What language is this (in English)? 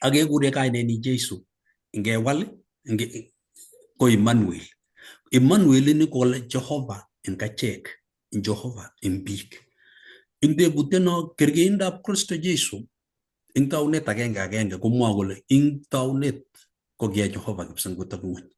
Kalenjin